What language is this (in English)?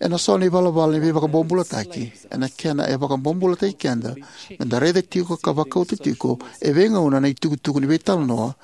Fijian